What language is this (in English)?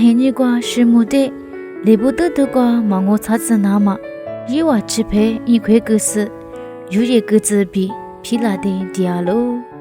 Lisu